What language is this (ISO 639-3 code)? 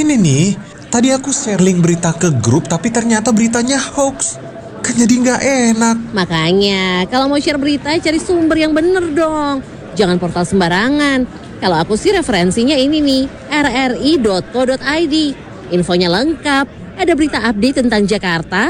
ind